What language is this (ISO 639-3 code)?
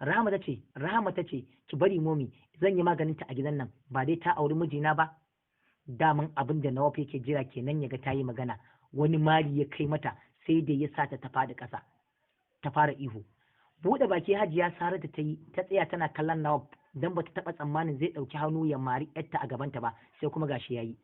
hau